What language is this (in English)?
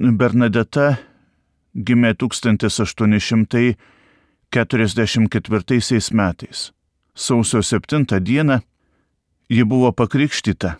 Lithuanian